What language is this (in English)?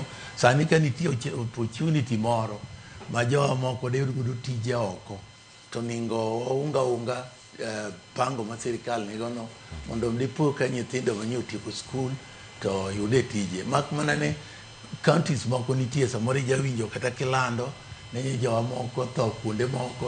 Luo (Kenya and Tanzania)